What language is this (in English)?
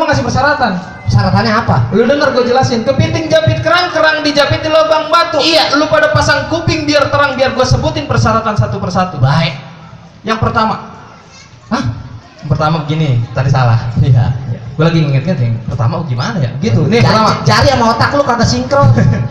Betawi